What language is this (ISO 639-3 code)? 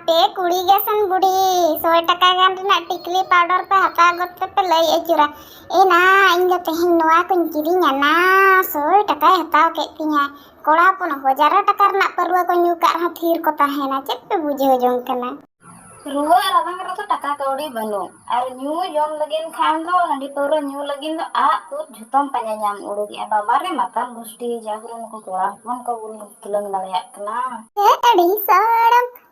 sat